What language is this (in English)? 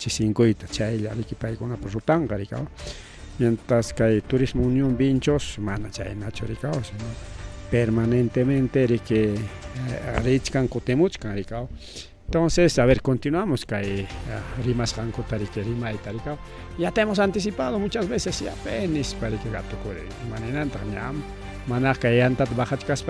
Ayacucho Quechua